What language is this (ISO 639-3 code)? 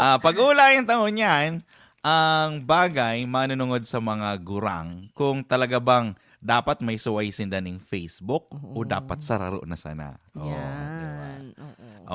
bik